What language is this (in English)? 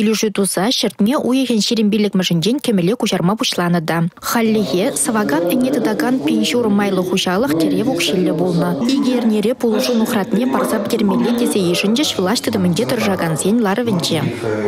Chuvash